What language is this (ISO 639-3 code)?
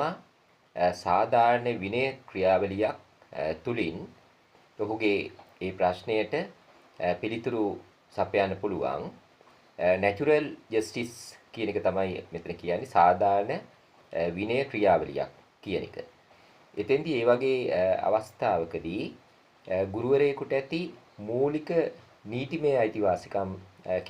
sin